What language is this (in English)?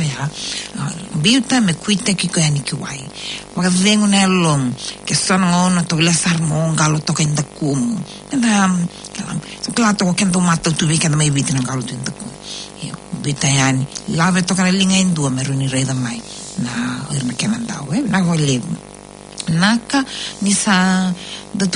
Fijian